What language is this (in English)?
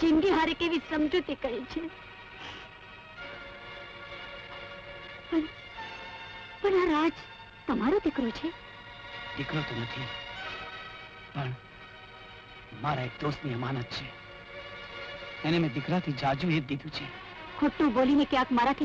Gujarati